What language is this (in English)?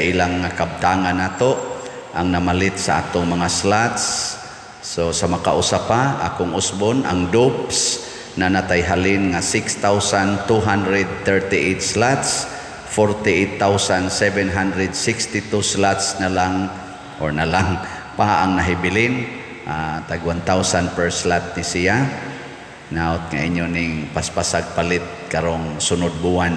Cebuano